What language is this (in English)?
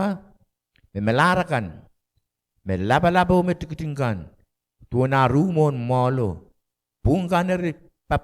Pohnpeian